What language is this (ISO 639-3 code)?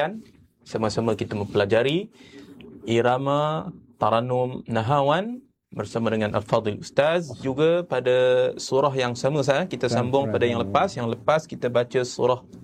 msa